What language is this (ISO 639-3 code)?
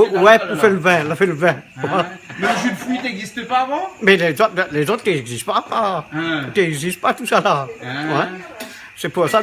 rcf